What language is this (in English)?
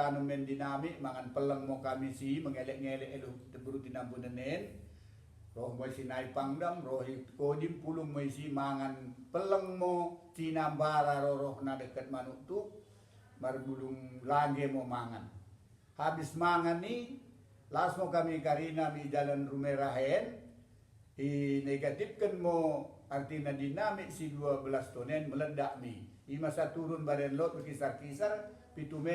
Batak Dairi